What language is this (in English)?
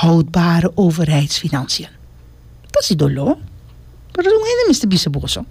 Papiamento